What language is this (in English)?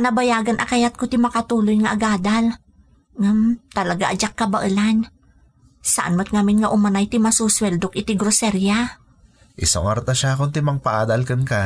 Iloko